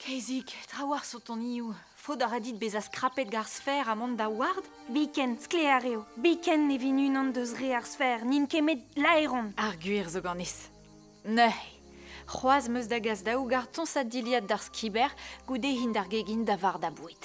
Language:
Breton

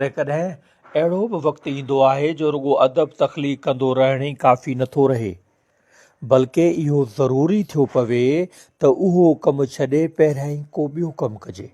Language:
Sindhi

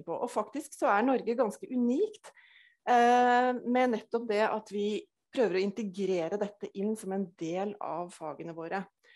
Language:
Norwegian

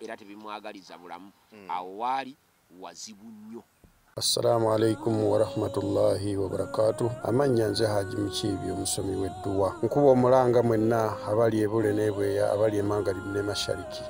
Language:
Ganda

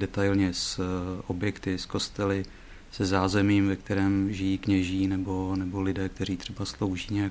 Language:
Czech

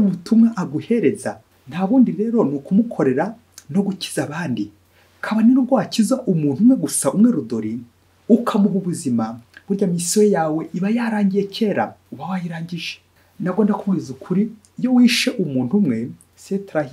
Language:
Kinyarwanda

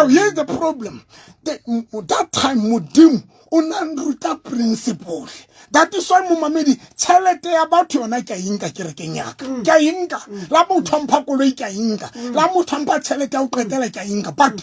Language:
Southern Sotho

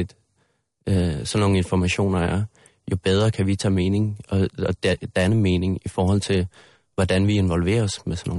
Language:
Danish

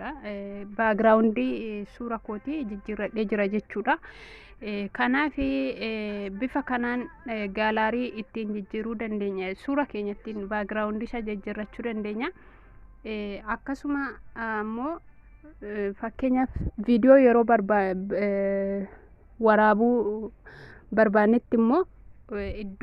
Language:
Oromo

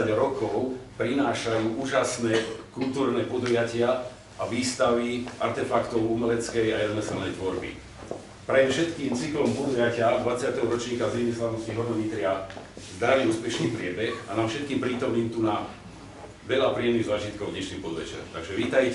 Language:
Slovak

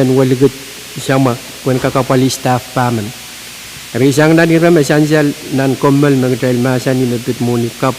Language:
Pohnpeian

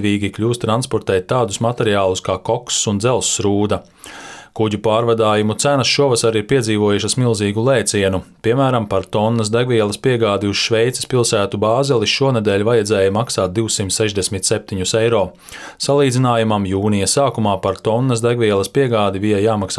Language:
Latvian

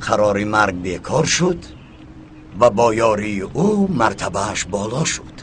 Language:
Tajik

